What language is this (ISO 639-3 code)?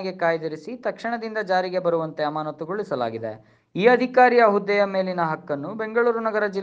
kan